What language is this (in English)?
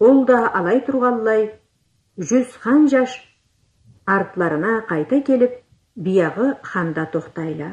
Karachay-Balkar